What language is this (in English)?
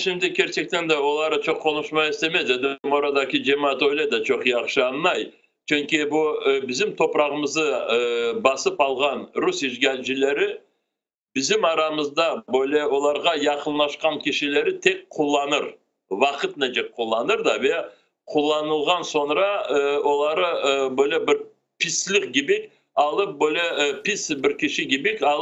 Crimean Tatar